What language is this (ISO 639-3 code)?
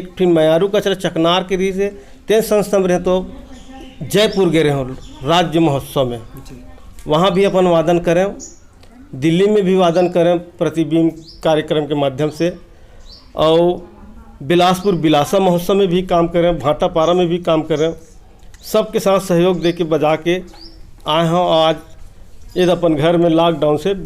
hne